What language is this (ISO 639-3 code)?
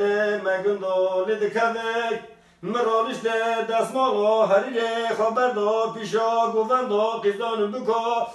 kur